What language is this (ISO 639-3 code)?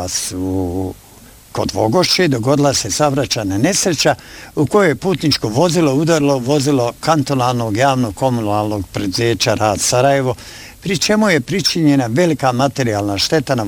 bos